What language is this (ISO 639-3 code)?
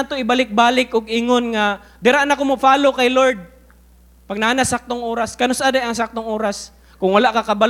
ceb